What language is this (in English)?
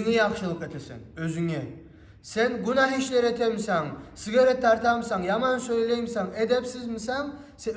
Kumyk